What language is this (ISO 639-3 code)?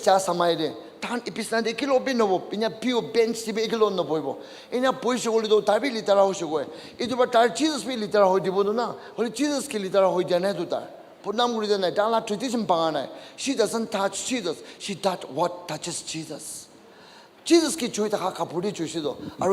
nag